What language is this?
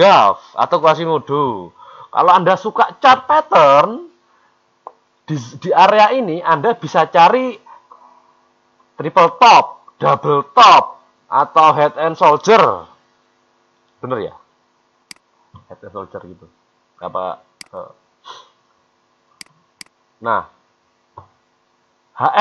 Indonesian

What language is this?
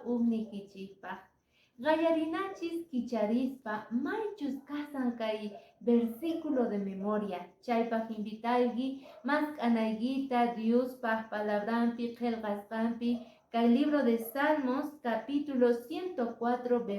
Quechua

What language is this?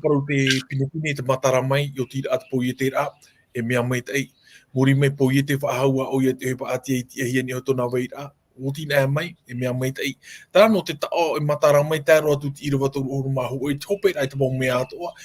Tahitian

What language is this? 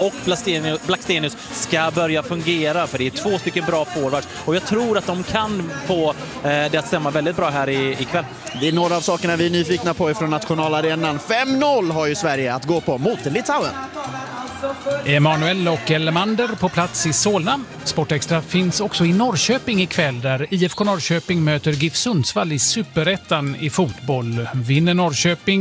Swedish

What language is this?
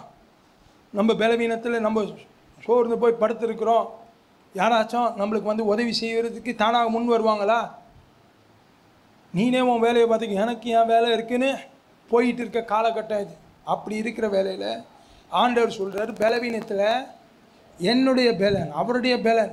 Tamil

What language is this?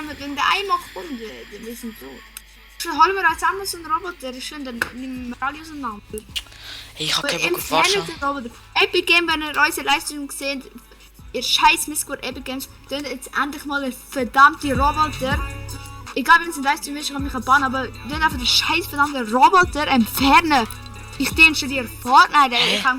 Swiss German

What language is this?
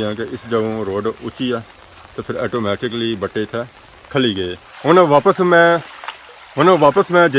Pahari-Potwari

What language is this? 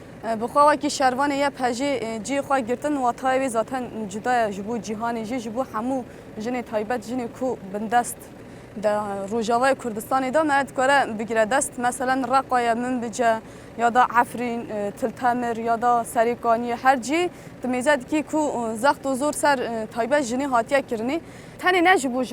Kurdish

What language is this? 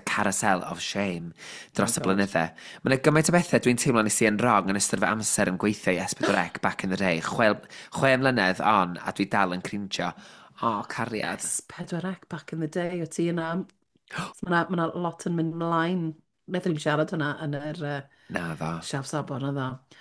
Welsh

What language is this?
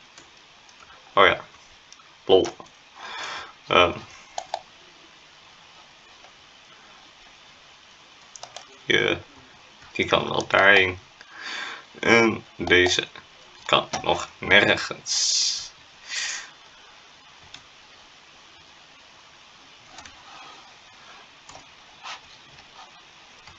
Dutch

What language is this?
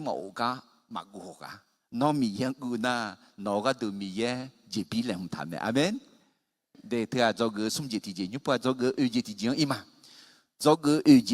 Akha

